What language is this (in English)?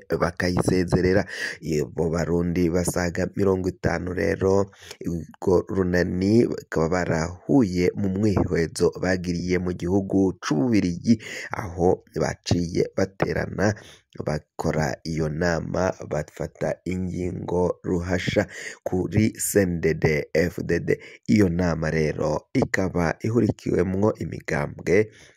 Rundi